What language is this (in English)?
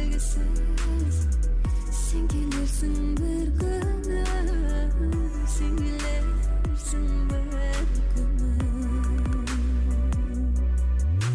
Kazakh